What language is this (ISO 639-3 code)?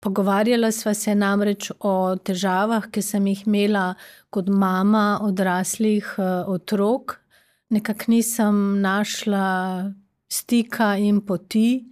slv